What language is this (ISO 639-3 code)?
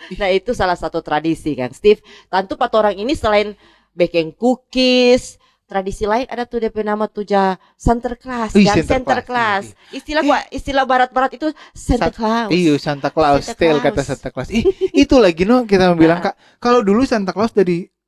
xmm